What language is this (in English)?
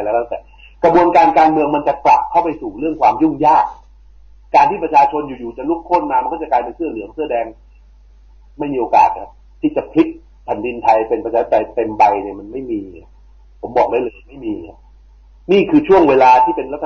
Thai